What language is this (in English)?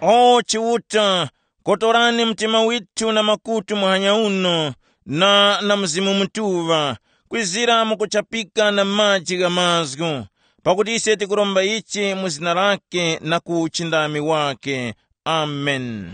Tumbuka